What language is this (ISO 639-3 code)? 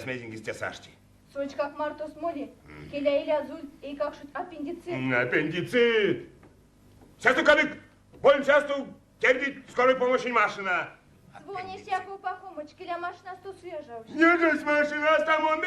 myv